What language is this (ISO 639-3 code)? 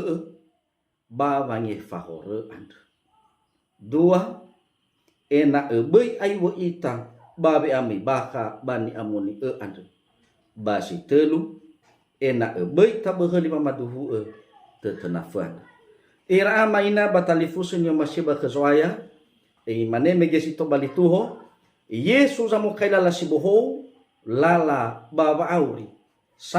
nia